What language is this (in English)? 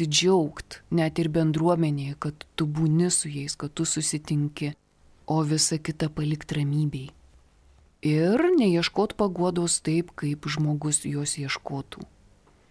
Lithuanian